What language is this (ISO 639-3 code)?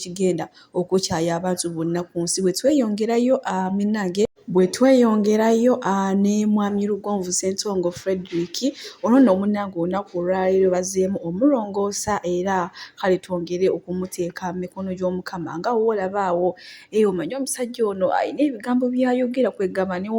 lug